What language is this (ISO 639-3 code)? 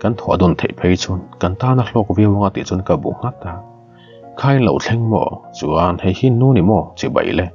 lus